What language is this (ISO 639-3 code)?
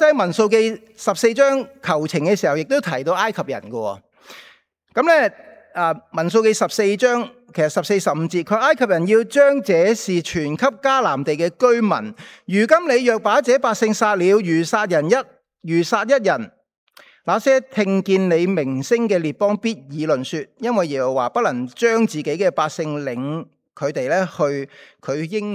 yue